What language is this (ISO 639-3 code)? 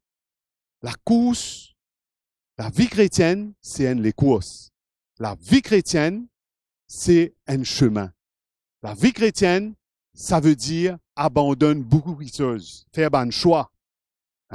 mfe